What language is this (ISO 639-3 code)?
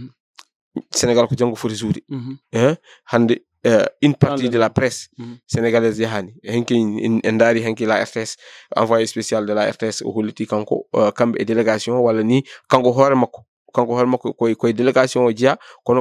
ful